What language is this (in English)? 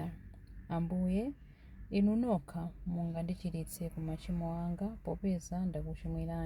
Nyanja